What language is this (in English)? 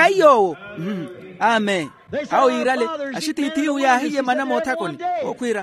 Makhuwa